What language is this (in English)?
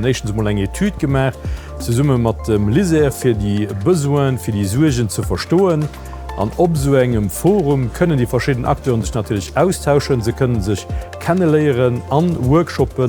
Luxembourgish